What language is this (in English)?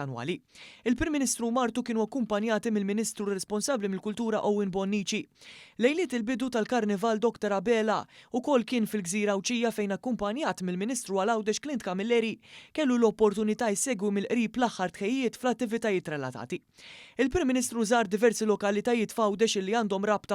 Maltese